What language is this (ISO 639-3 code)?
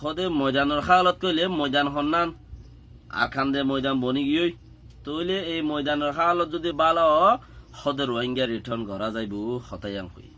rhg